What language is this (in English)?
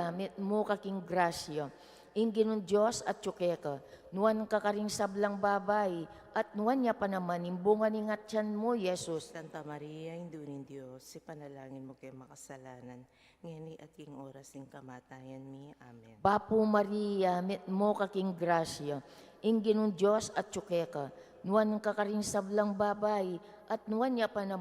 Pampanga